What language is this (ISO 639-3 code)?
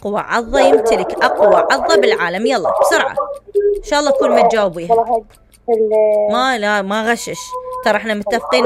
acm